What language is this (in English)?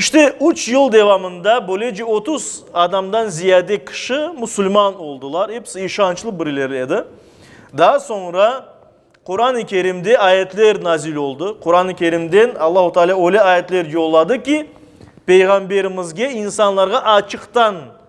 Crimean Tatar